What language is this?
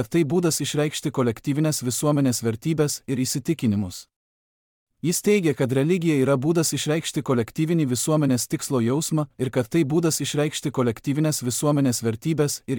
Lithuanian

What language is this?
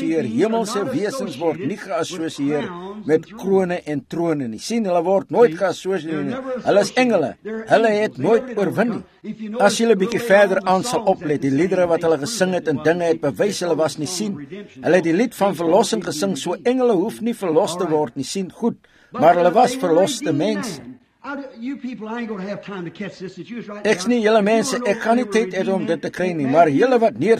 Afrikaans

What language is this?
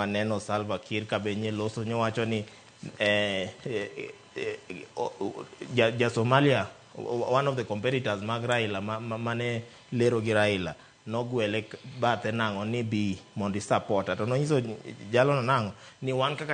Luo (Kenya and Tanzania)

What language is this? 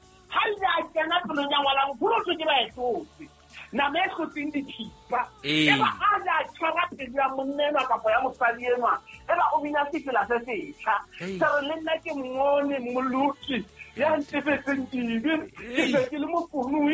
Southern Sotho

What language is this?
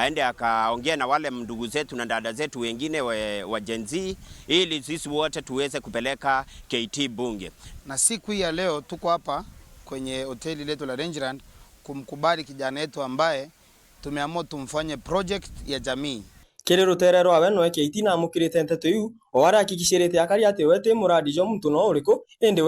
Meru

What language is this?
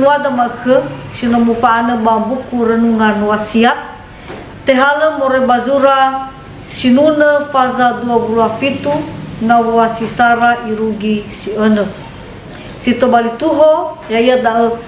Nias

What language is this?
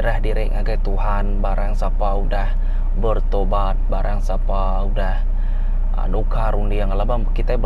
Iban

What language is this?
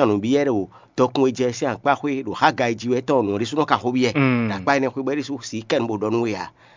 Fon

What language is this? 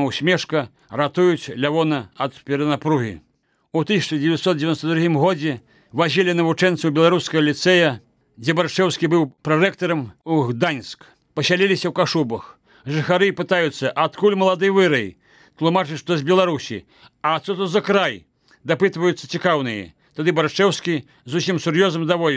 Belarusian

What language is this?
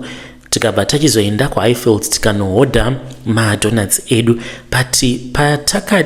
Shona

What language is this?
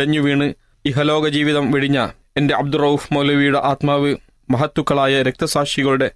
Malayalam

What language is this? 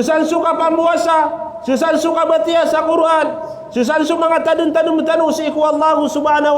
Maranao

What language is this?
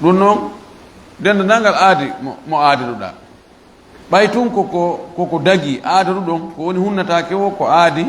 Fula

